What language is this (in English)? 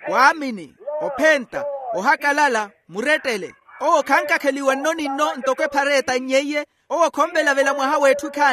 Makhuwa